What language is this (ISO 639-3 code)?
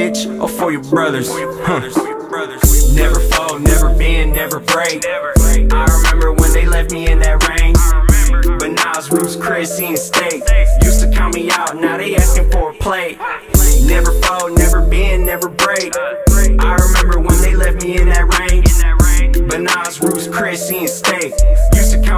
eng